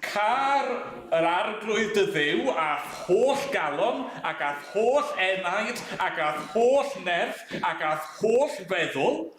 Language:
Welsh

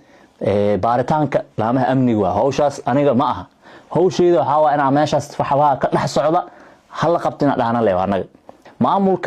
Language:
Somali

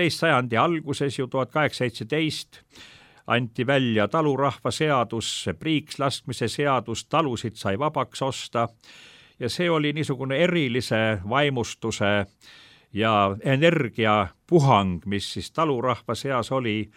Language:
Estonian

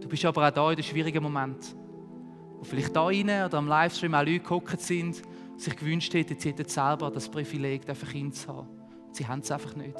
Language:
Swiss German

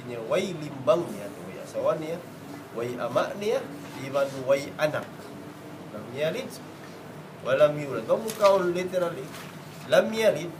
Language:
Tausug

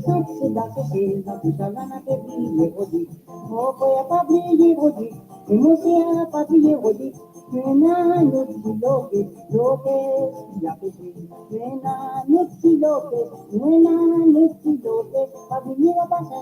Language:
Morisyen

